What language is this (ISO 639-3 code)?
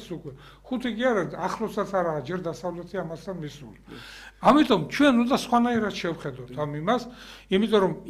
kat